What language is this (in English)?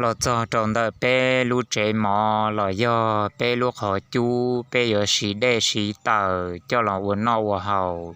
Hmong